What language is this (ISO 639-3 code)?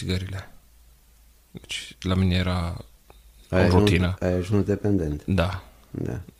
ron